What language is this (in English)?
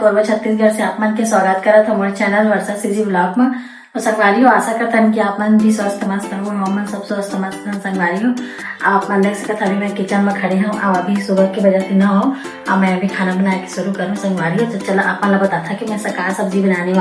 Chhattisgarhi